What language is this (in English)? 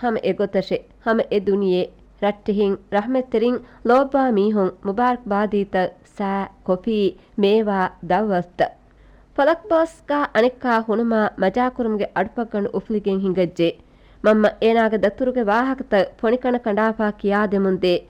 Divehi